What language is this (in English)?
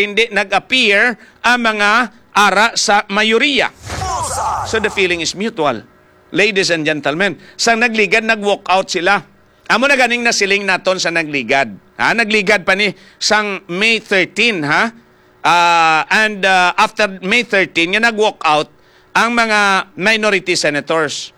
Hiligaynon